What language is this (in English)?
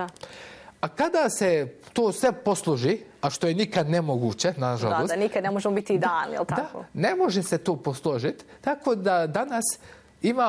Bosnian